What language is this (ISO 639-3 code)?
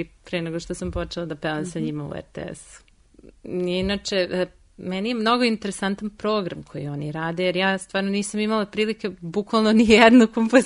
srp